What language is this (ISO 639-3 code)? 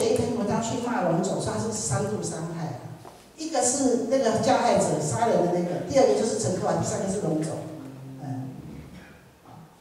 zho